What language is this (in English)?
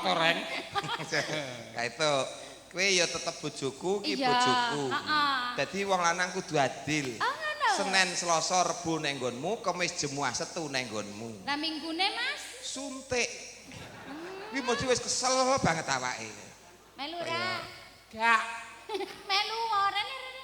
Javanese